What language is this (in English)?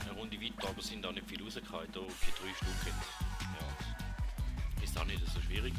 Swiss German